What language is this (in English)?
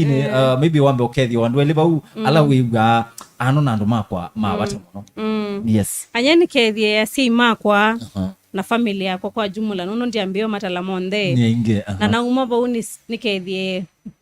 Kamba